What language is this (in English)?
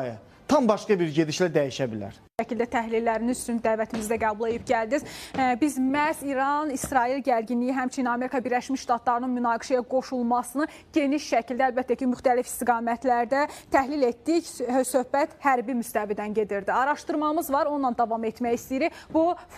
Azerbaijani